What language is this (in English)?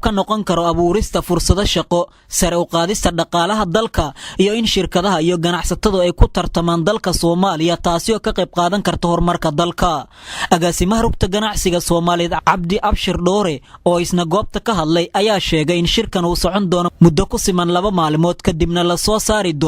Somali